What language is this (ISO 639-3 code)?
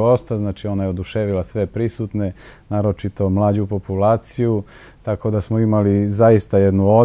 srp